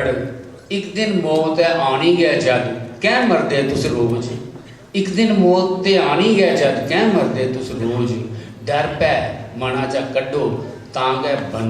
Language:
Dogri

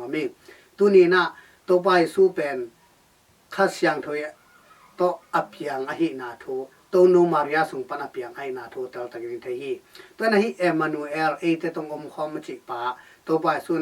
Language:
Tedim Chin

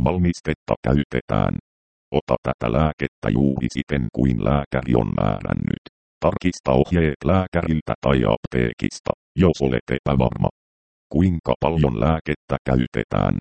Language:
Finnish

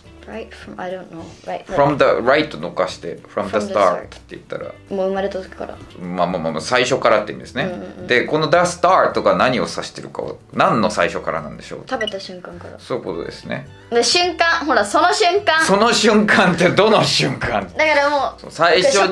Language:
Japanese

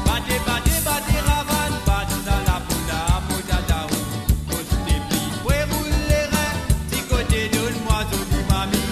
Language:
Morisyen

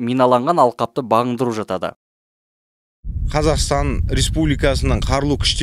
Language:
Kazakh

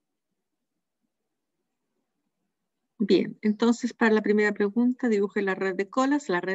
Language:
Spanish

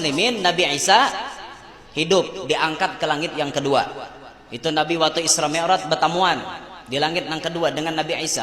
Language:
Banjar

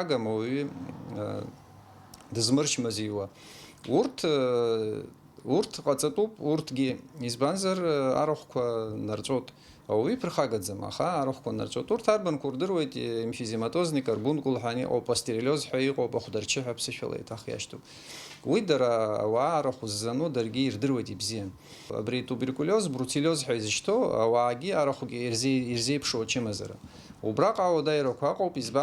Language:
Abkhazian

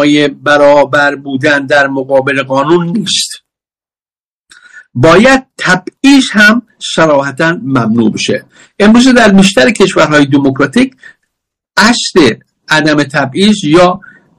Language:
Persian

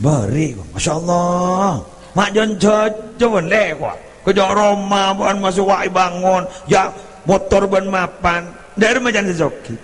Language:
Madurese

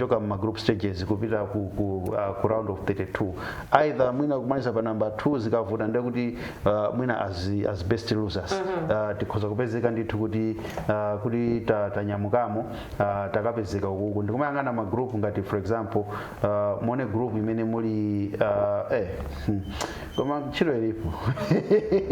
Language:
Nyanja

